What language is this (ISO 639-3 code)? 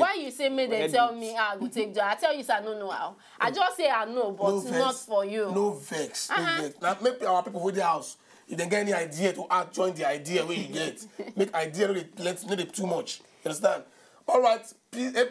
pcm